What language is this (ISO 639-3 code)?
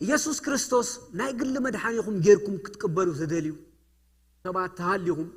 tir